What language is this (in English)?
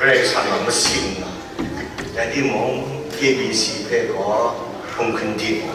Kachin